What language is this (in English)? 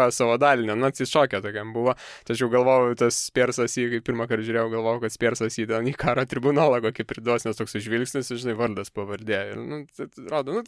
Lithuanian